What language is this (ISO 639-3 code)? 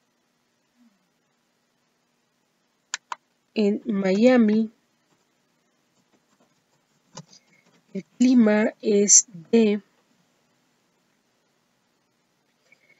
spa